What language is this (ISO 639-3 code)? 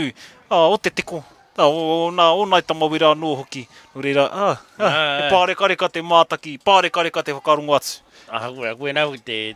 mri